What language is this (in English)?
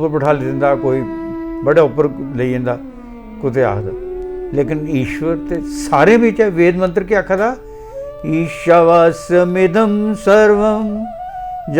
Dogri